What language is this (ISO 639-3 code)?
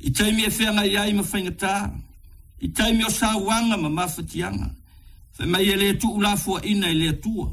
smo